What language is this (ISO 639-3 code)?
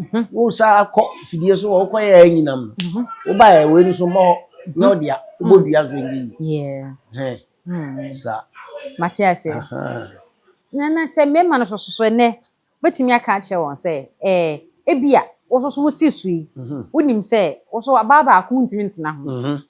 aka